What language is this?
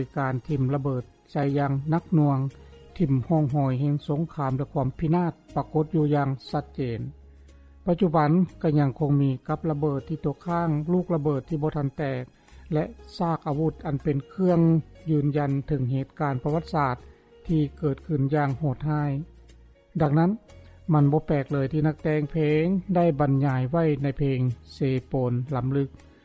Lao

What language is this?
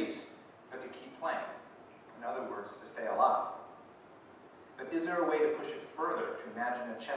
English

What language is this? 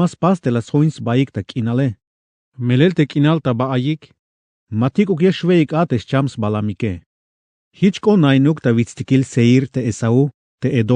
Tzeltal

